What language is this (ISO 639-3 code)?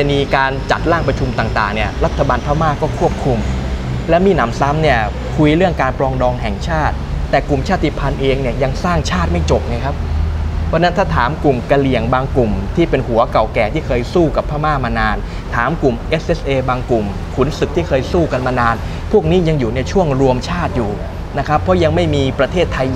tha